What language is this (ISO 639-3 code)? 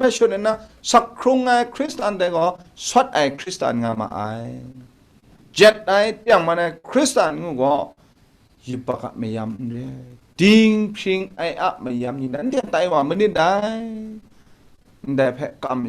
kac